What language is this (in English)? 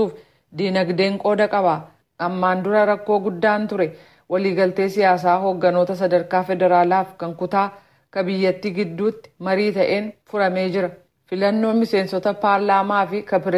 Oromo